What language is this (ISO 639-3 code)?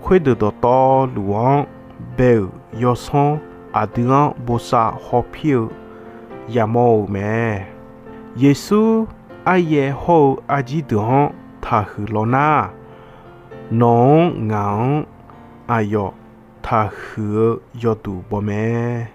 ahk